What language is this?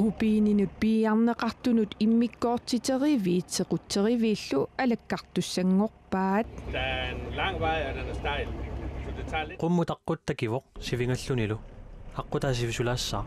Kalaallisut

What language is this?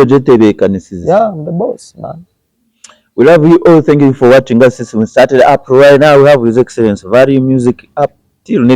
Nyankole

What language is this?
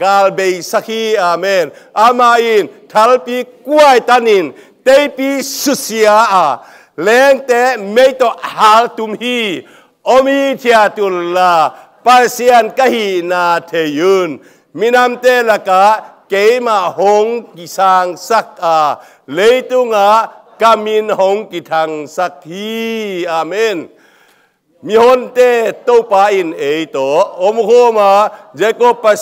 Tedim Chin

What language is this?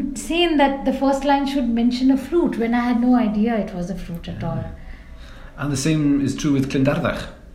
Welsh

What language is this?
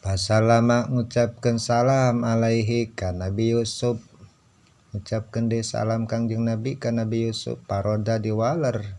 Sundanese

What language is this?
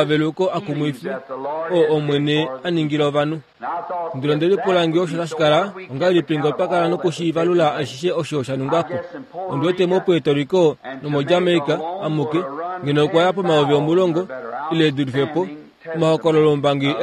Kuanyama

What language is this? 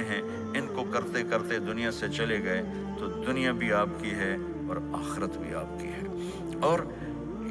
Urdu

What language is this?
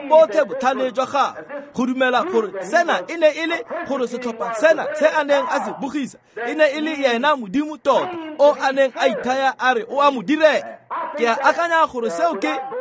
Tswana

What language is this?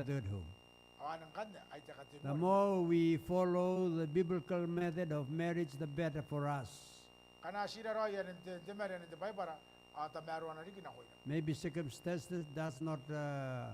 Gilbertese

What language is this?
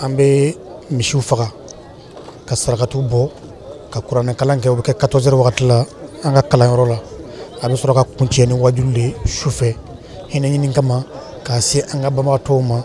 Bambara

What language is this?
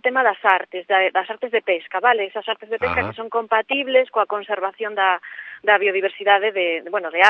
Galician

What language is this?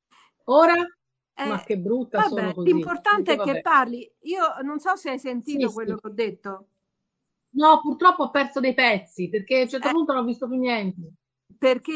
Italian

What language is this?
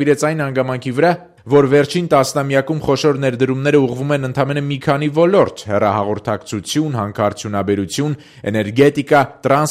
Armenian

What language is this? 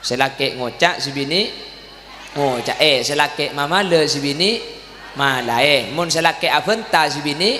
Madurese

